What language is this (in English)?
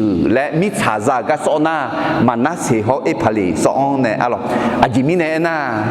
Akha